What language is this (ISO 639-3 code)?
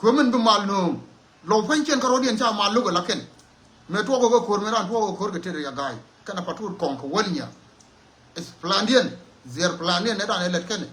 nus